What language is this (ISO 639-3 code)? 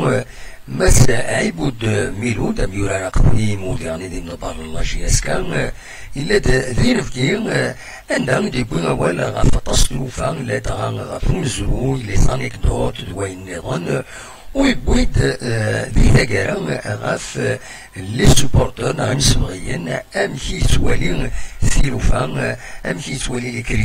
kab